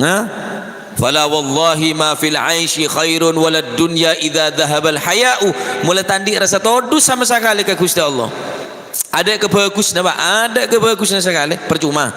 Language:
Madurese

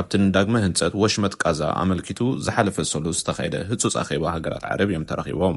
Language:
Tigrinya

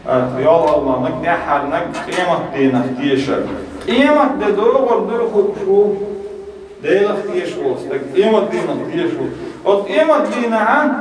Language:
Chechen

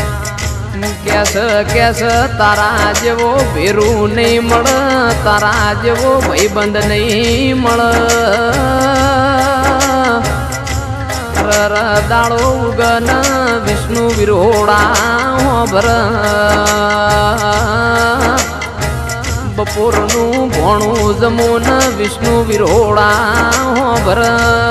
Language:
Gujarati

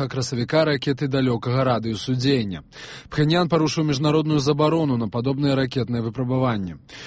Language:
Belarusian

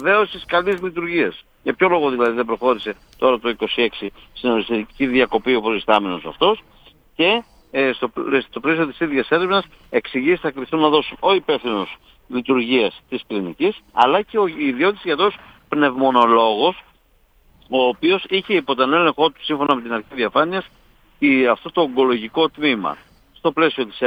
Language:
Greek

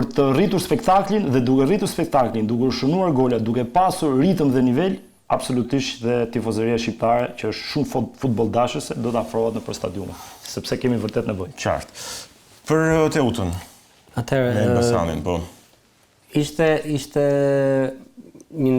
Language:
Albanian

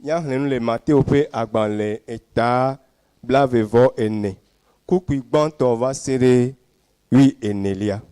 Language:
Ewe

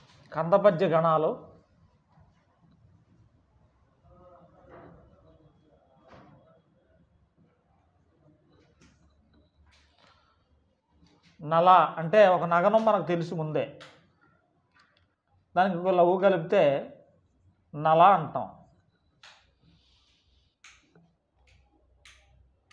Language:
Telugu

